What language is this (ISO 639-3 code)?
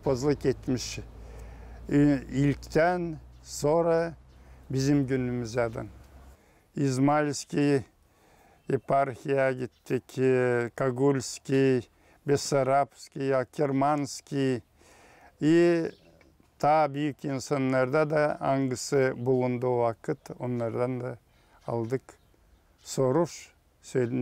gag